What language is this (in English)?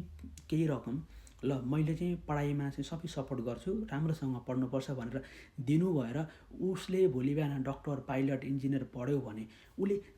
Nepali